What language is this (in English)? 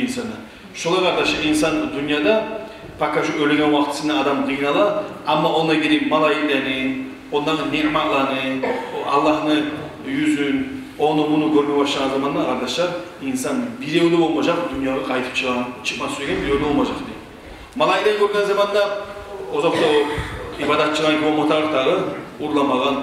Kumyk